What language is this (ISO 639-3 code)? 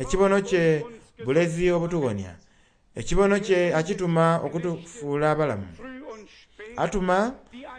xog